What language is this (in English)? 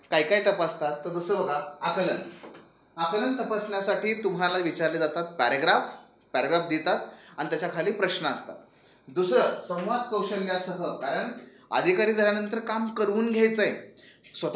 Marathi